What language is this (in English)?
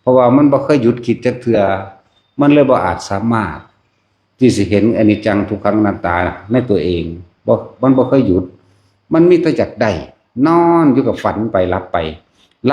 Northeastern Thai